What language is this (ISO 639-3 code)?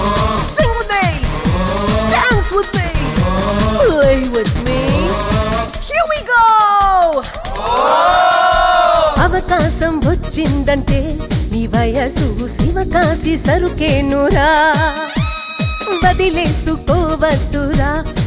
tel